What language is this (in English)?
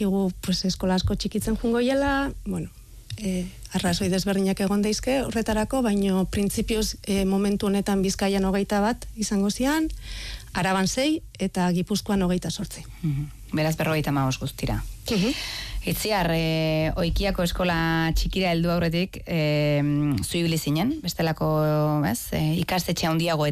Basque